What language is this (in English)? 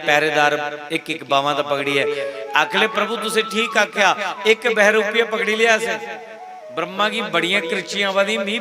Dogri